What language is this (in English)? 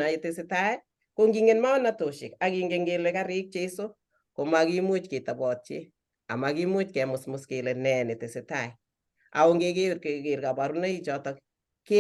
Kalenjin